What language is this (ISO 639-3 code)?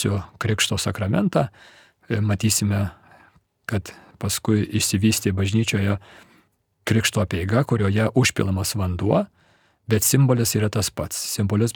lit